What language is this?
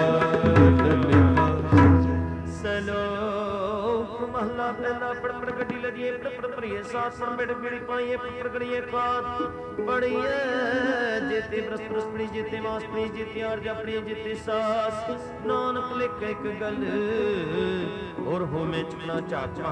Punjabi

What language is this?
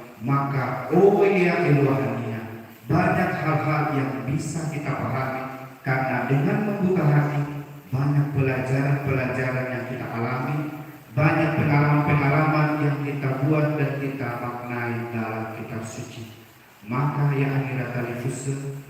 Nias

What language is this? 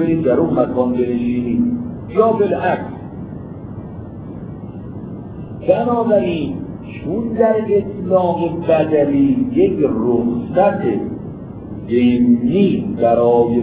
Persian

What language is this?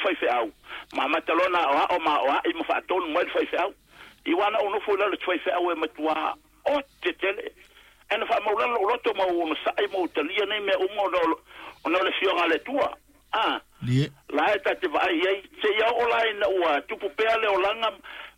Samoan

